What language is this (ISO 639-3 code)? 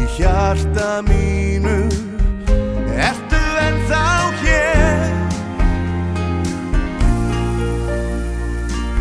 isl